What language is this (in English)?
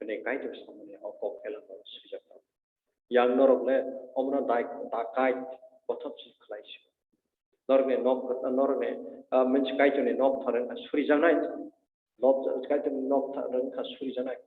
Kok Borok